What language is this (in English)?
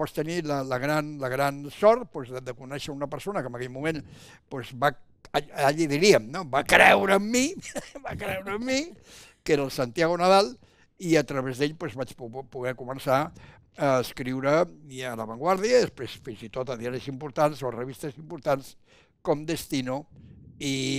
Catalan